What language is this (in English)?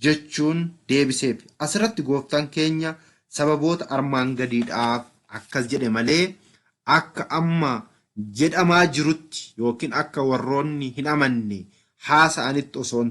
Oromo